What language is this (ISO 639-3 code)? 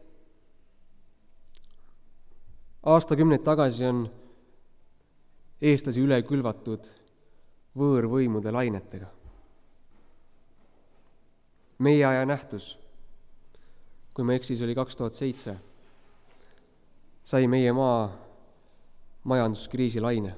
est